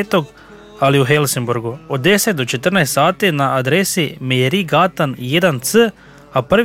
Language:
Croatian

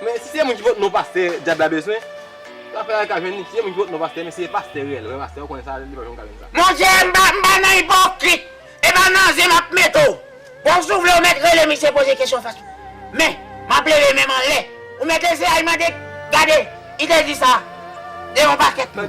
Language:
Haitian Creole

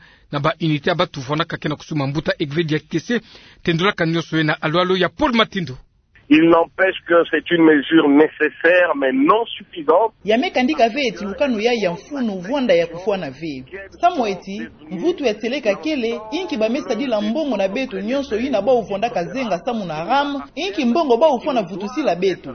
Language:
Kituba (Democratic Republic of Congo)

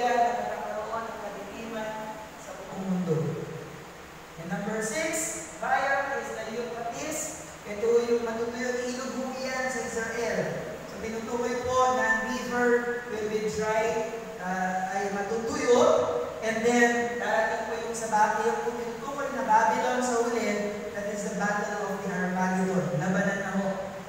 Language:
Filipino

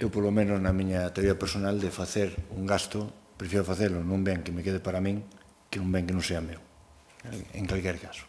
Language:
Galician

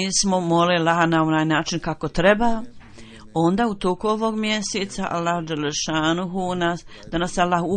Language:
Bosnian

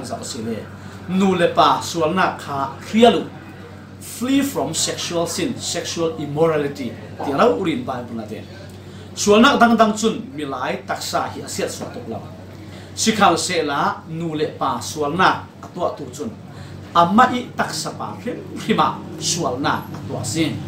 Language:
Falam Chin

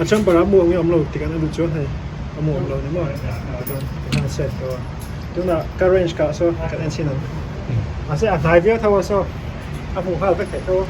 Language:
Mizo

